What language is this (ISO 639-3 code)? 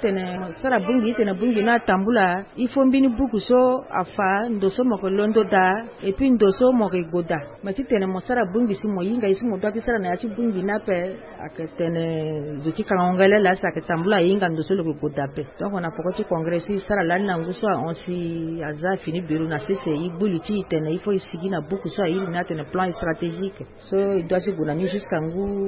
sag